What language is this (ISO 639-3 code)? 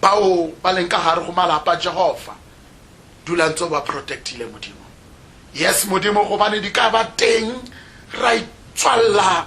tsn